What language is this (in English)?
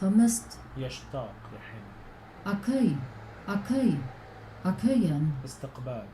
North Levantine Arabic